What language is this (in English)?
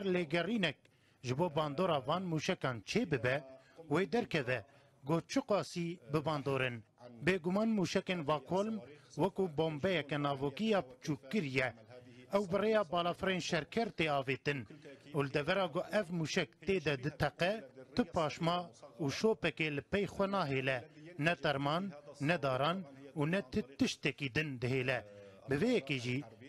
Kurdish